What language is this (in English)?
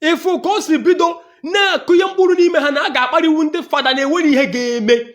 Igbo